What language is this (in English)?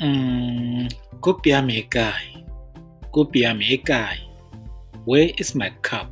Tswana